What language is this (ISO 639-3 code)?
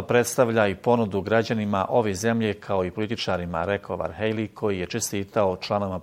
bos